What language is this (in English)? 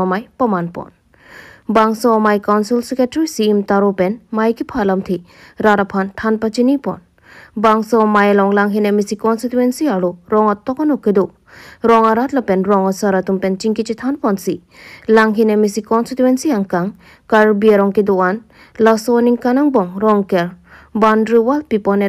Karbi